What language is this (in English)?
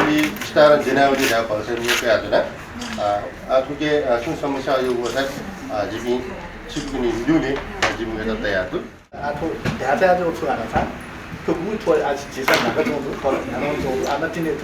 Newari